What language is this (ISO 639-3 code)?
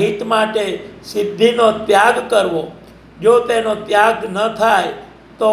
guj